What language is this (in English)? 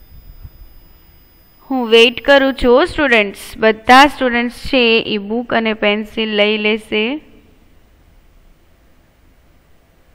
Gujarati